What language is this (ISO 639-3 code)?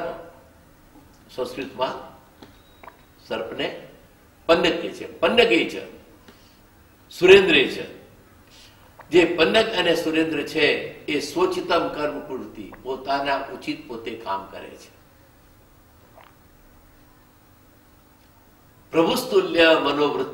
guj